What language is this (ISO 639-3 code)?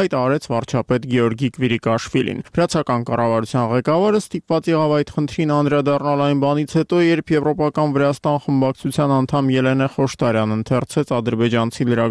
hye